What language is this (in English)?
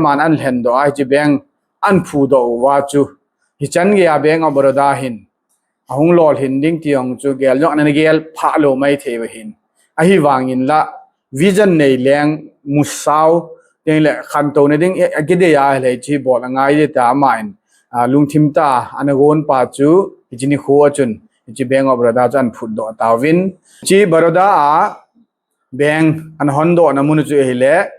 Thado Chin